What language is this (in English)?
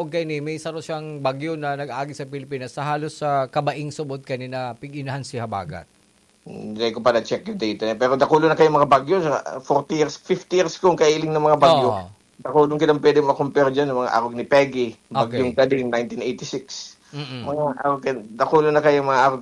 Bikol